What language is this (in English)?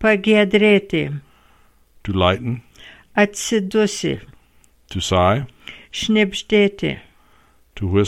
Lithuanian